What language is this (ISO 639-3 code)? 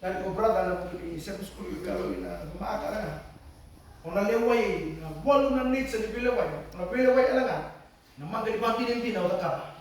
fij